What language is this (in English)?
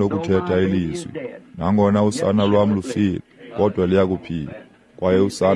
Xhosa